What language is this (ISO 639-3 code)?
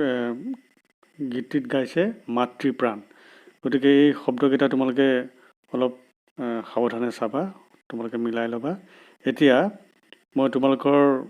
asm